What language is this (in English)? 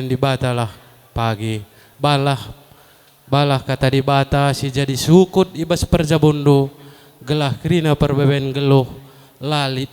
Batak Karo